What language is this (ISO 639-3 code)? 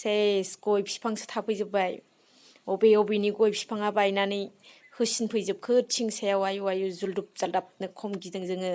brx